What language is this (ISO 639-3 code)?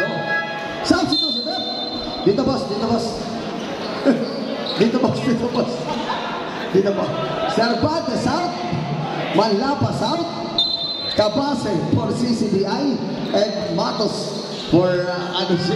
fil